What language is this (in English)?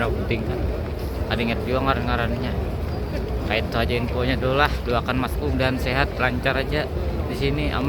Banjar